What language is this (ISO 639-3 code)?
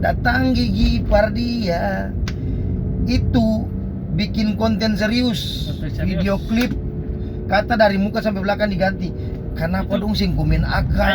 abs